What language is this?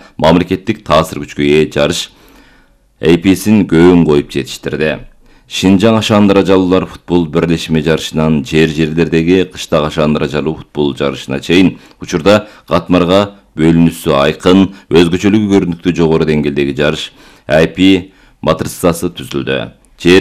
Kyrgyz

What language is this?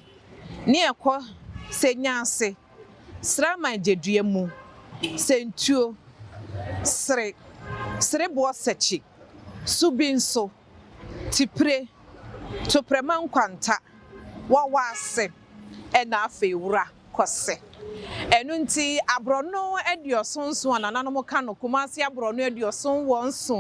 Akan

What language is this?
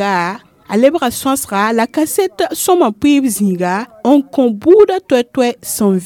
Mossi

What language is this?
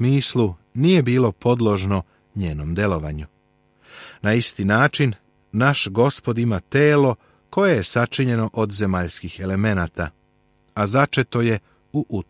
Serbian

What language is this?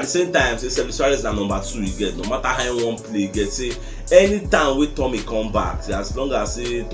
Nigerian Pidgin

